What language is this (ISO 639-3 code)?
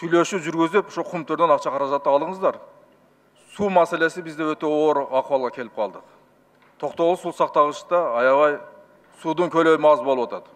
kir